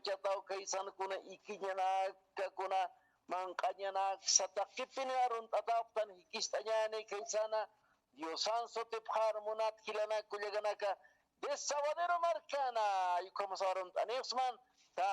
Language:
Aymara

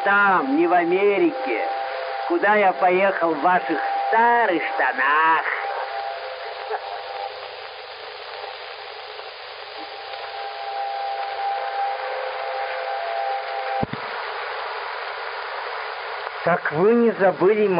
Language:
Russian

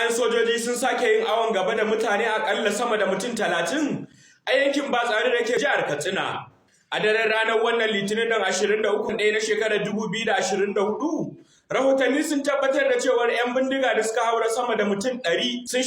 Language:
Hausa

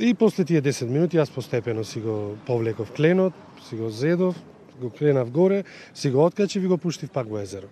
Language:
Macedonian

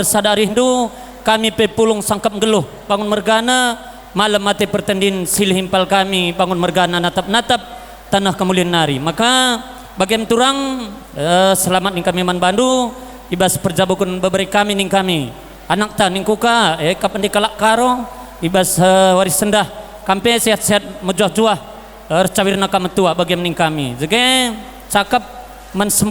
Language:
Batak Karo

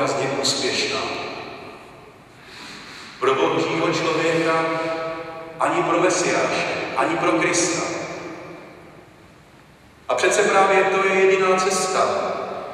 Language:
Czech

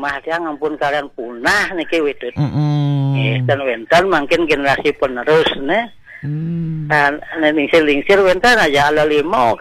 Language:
Balinese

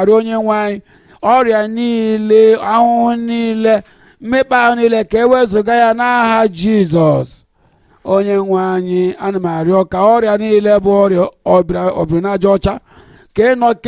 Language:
Igbo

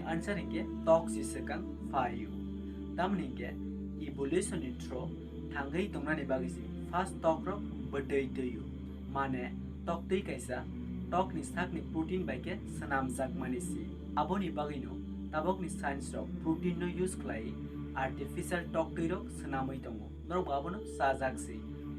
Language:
Kok Borok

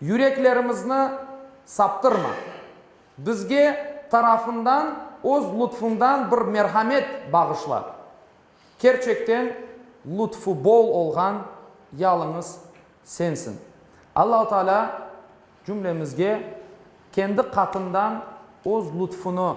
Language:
Crimean Tatar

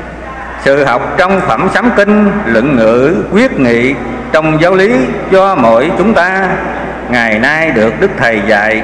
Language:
Vietnamese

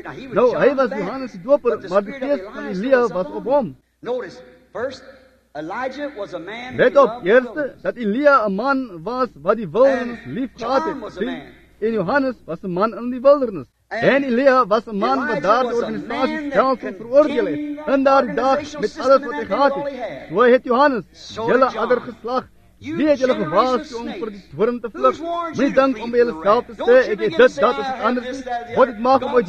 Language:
Afrikaans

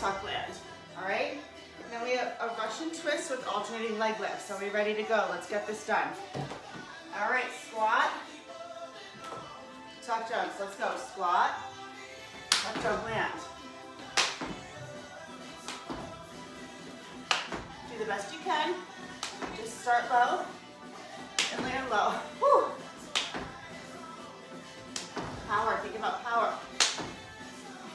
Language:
English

